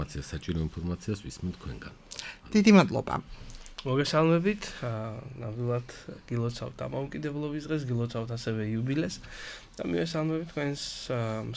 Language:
Georgian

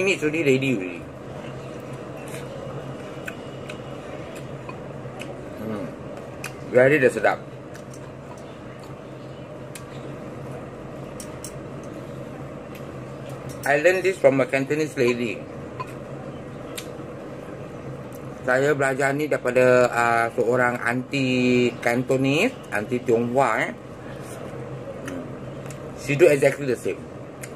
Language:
Malay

